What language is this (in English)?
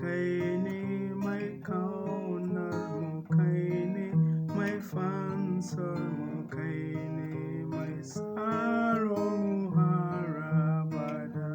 Hausa